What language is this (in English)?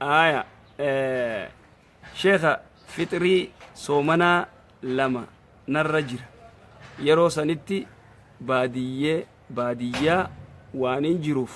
Oromo